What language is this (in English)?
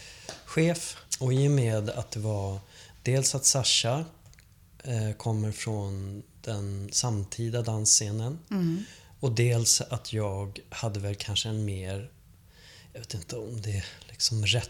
Swedish